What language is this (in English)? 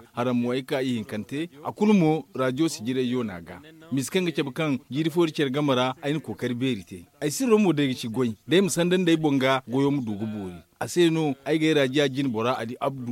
Zarma